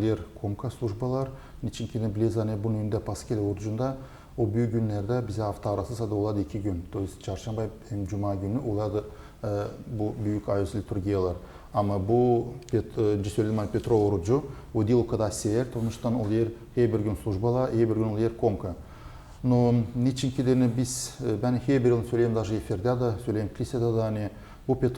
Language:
Gagauz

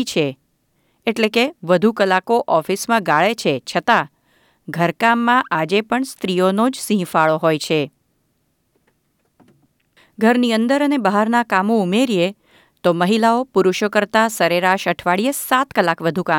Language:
Gujarati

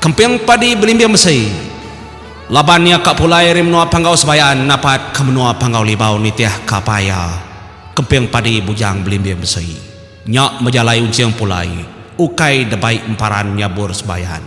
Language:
Iban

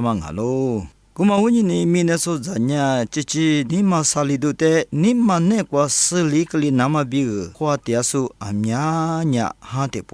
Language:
Lisu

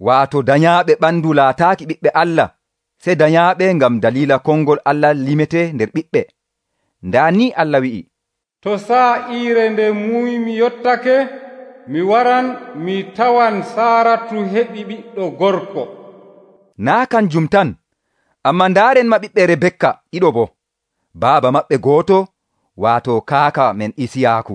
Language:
Nigerian Fulfulde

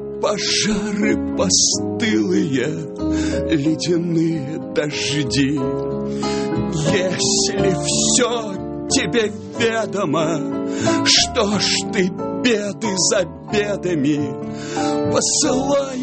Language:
Russian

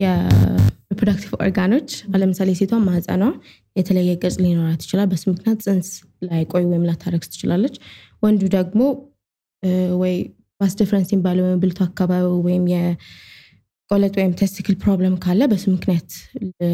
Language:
Amharic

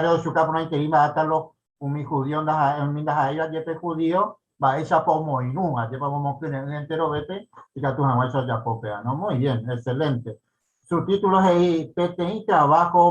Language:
Guarani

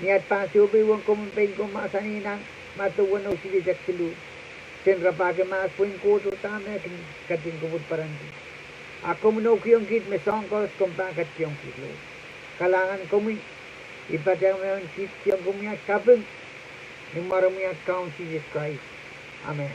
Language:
Pohnpeian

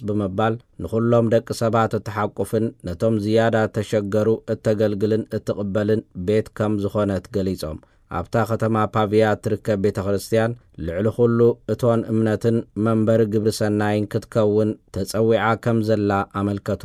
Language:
Tigrinya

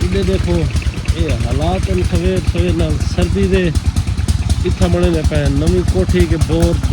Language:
Saraiki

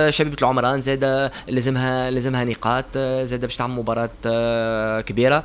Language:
Tunisian Arabic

